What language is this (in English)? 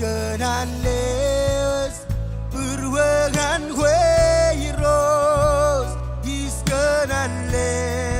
Marshallese